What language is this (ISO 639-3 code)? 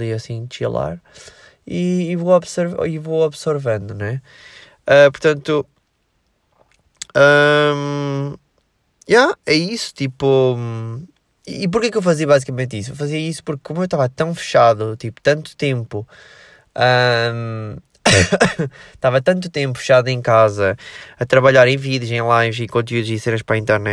por